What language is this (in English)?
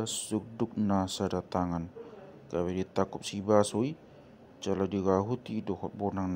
Batak Toba